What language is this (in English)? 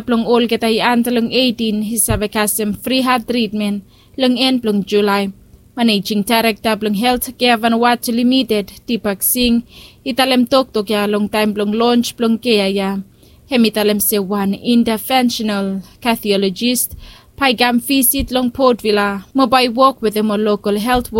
Bislama